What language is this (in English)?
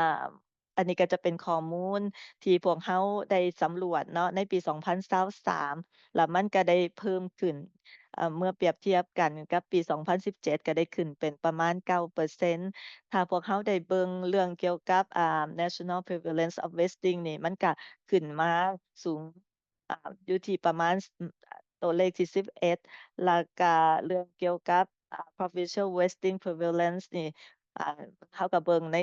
Lao